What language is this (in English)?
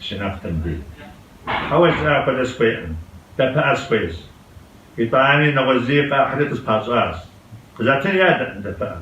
Kabardian